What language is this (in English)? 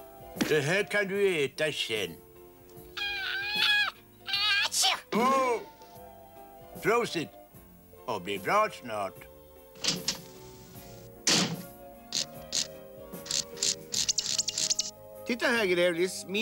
Swedish